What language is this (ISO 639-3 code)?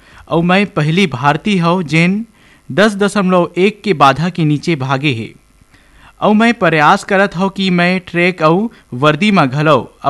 hne